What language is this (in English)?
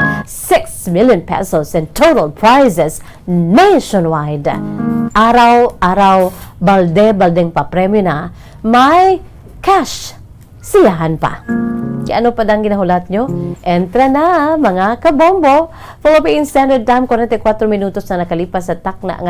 Hiligaynon